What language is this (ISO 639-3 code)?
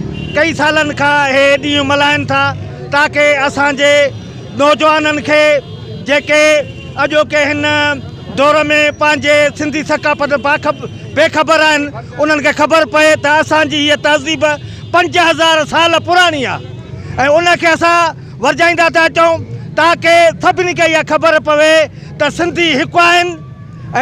snd